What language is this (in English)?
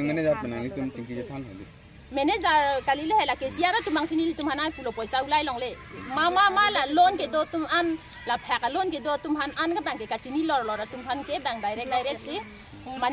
Karbi